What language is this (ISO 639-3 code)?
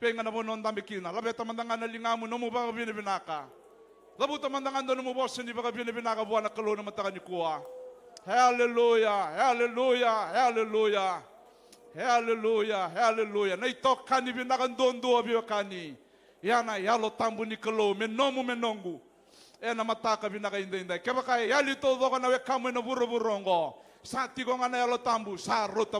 fij